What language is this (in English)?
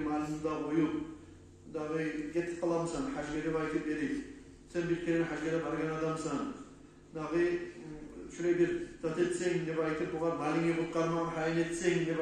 Kumyk